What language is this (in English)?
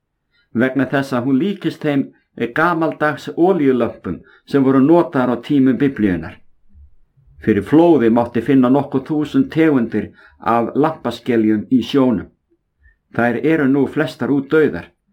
Icelandic